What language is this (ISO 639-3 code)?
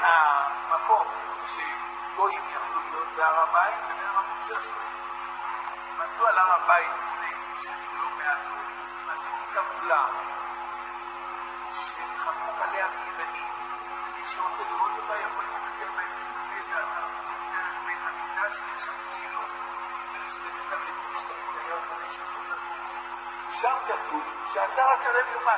heb